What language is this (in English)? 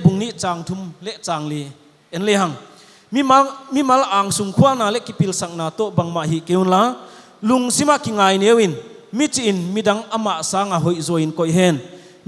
Paite Chin